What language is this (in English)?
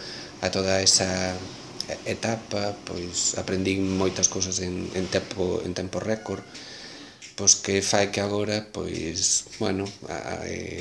Galician